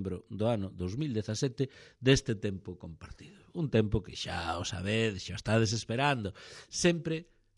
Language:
Galician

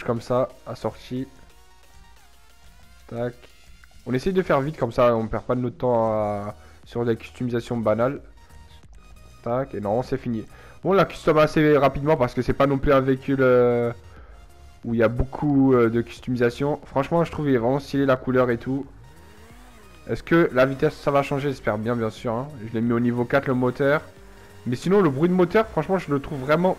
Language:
French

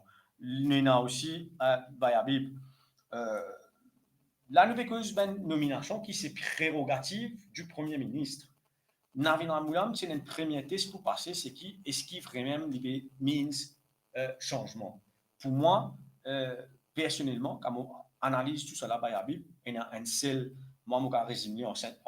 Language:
Morisyen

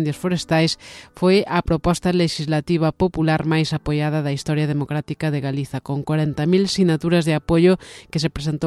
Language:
Galician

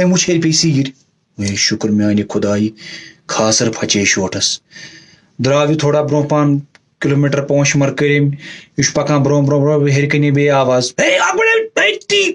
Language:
Kashmiri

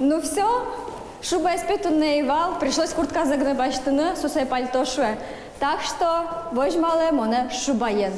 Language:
Udmurt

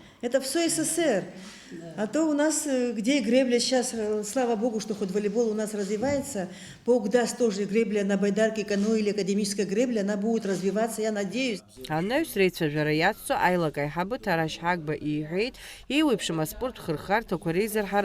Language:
Abkhazian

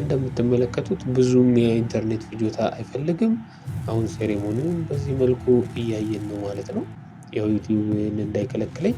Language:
Amharic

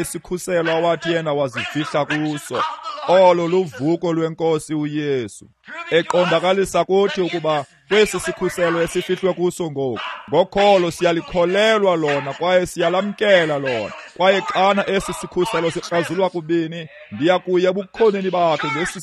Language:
Xhosa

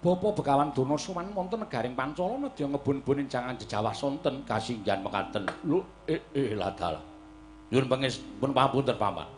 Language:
Javanese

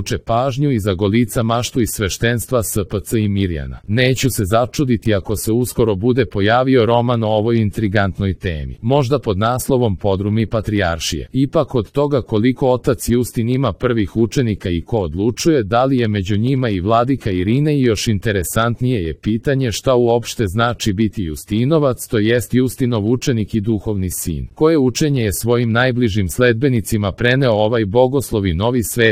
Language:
Serbian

